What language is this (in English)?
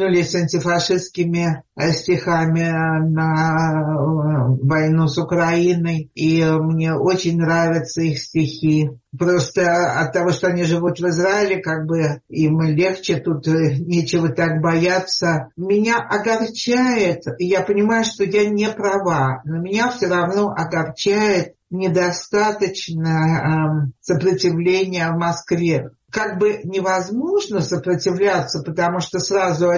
Russian